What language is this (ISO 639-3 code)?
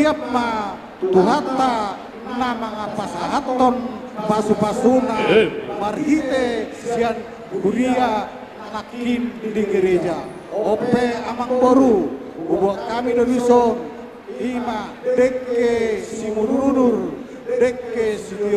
bbc